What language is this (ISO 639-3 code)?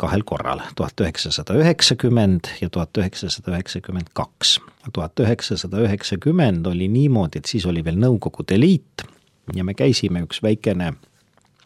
est